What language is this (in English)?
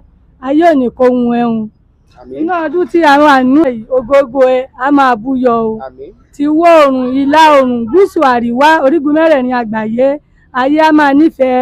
Yoruba